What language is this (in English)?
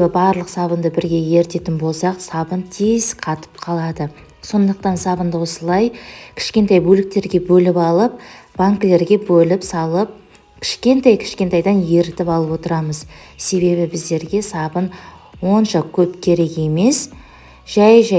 Kazakh